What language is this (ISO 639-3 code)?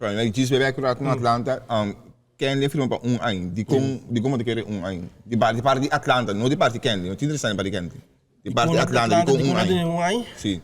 pap